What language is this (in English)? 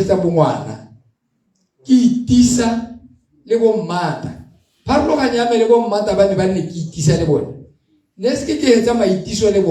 Tswana